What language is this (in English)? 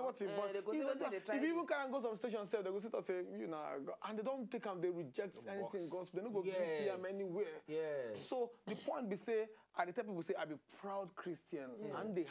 Nigerian Pidgin